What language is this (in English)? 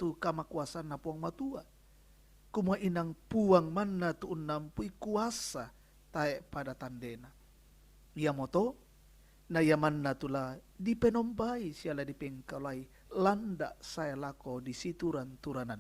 Toraja-Sa'dan